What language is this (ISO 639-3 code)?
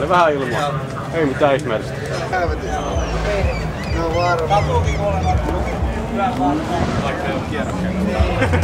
fin